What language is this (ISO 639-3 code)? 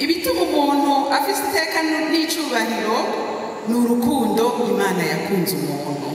run